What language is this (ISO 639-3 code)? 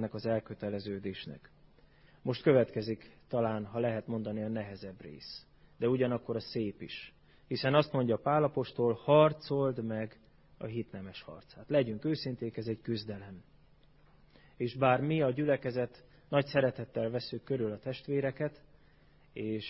hun